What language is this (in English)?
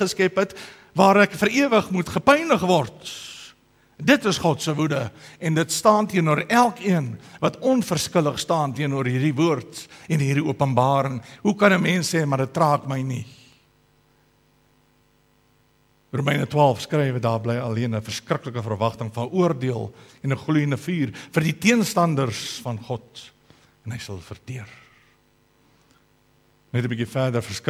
Afrikaans